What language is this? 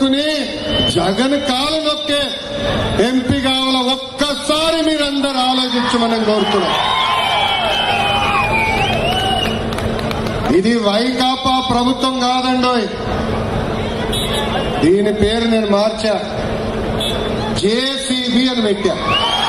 Telugu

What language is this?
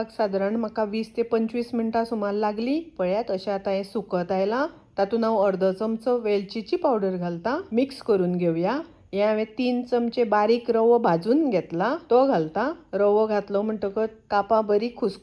Konkani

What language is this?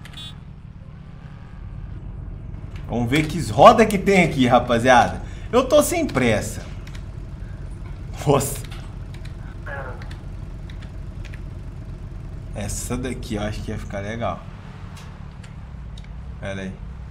Portuguese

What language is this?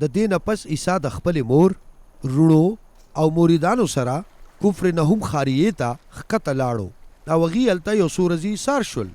Pashto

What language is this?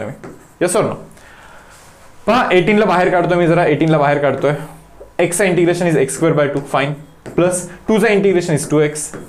Marathi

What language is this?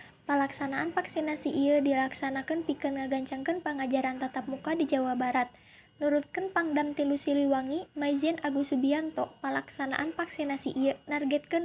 Sundanese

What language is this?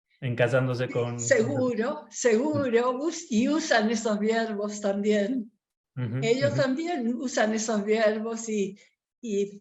Ladino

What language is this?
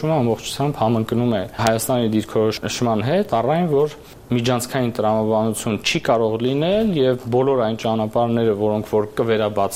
Armenian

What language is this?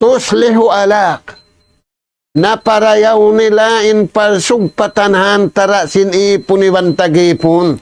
Tausug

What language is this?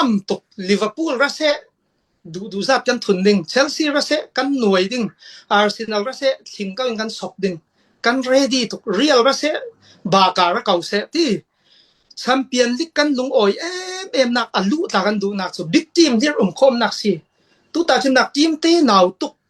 Falam Chin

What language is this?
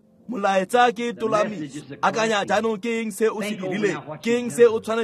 Tswana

